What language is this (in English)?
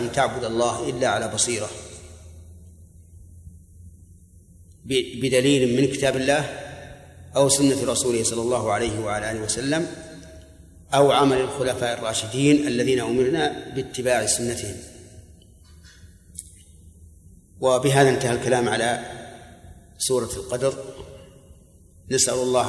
Arabic